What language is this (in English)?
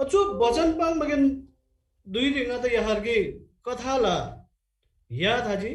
Eastern Tamang